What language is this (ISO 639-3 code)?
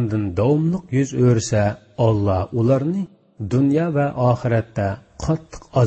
uig